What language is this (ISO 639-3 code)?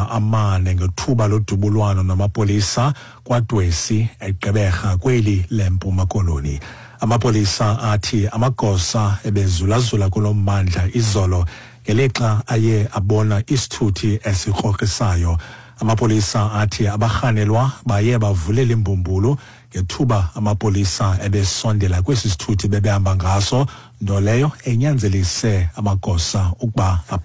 xho